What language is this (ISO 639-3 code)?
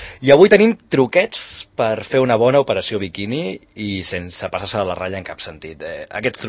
cat